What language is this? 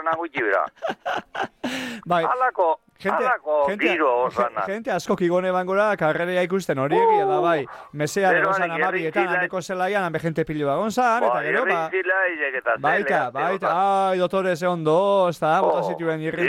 Basque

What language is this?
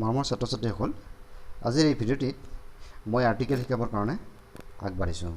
Assamese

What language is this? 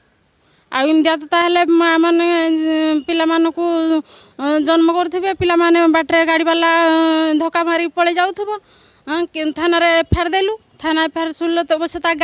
Odia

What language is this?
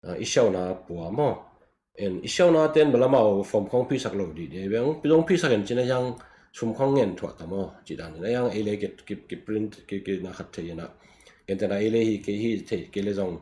Tedim Chin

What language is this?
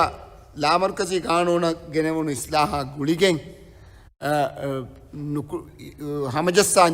Divehi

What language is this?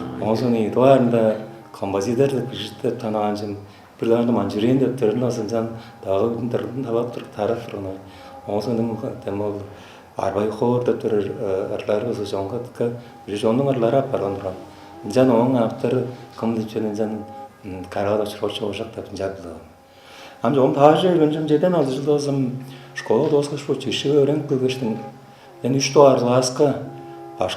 Tuvinian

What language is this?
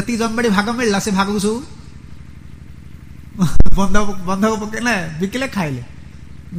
Odia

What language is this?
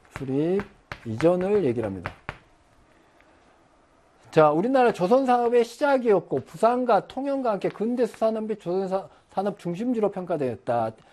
Korean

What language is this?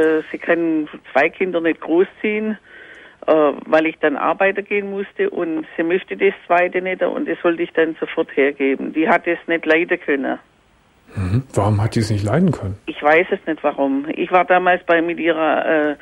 German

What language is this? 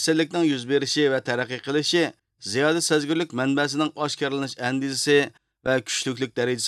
Uyghur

